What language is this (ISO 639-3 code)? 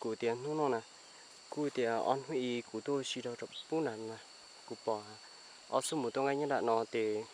hmn